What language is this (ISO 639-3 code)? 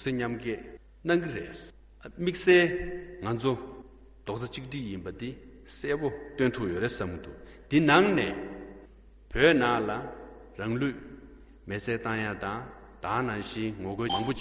bod